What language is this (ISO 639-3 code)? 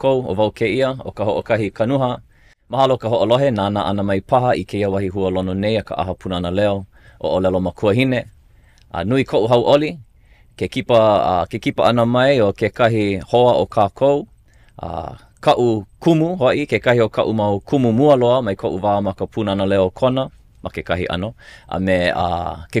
haw